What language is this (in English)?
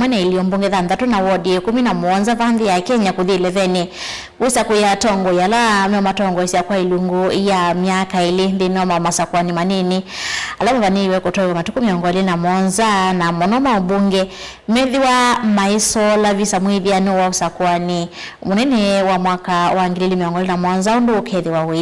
Kamba